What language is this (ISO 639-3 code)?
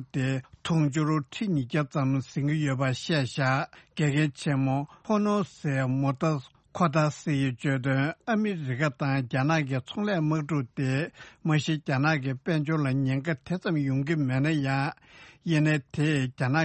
bod